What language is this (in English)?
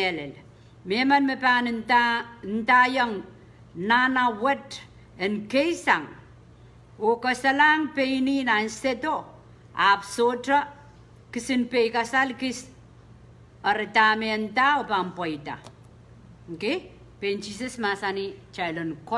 Pohnpeian